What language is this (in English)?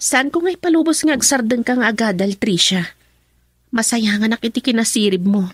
Iloko